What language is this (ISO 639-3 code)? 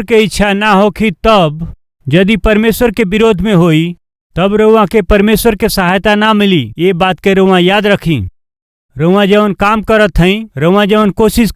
bho